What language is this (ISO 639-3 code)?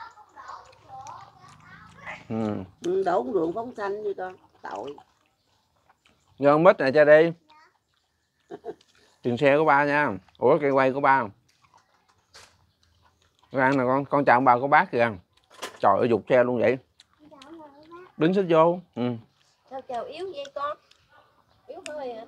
vie